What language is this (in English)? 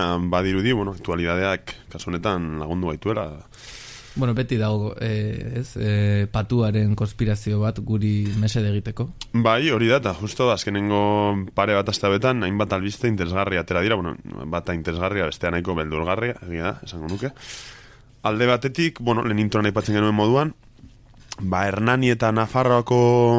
Basque